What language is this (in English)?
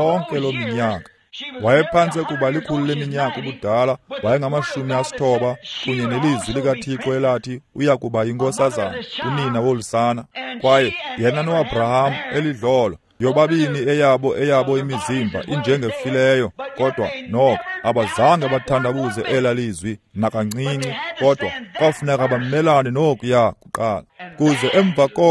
Xhosa